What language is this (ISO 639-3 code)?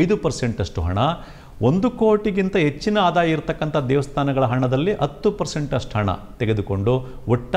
kan